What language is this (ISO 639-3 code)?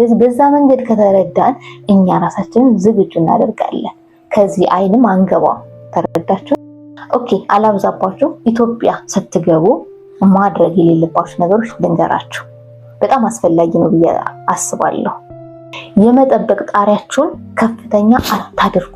amh